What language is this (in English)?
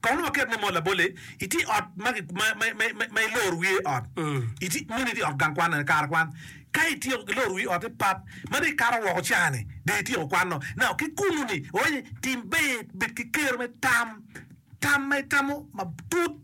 Acoli